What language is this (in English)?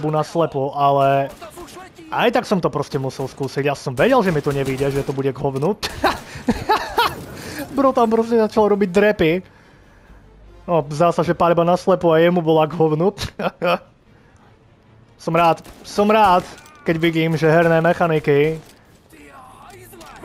Slovak